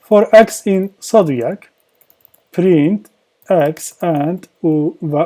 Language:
Kurdish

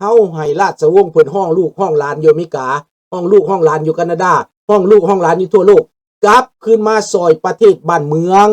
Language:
Lao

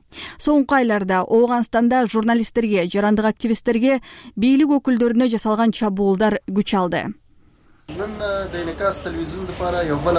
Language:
Kyrgyz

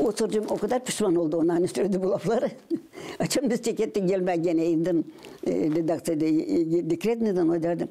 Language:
Gagauz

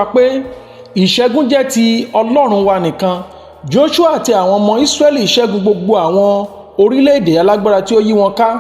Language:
Yoruba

